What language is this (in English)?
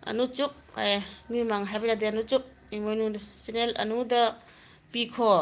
Manipuri